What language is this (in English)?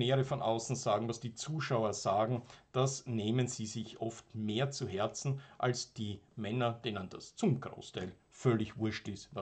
German